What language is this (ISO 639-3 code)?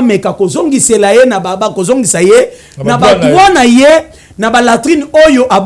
lin